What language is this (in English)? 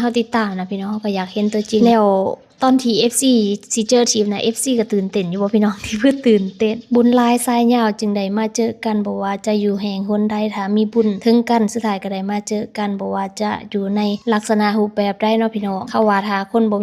Lao